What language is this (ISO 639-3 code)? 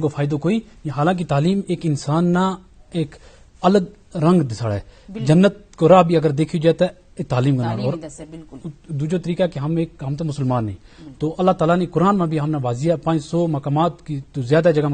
gju